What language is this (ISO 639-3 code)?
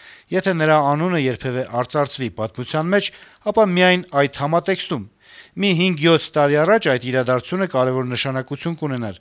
hye